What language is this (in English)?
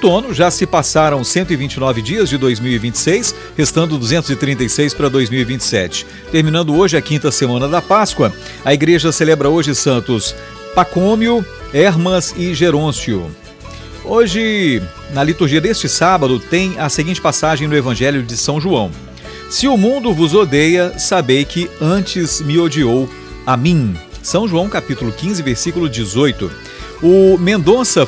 Portuguese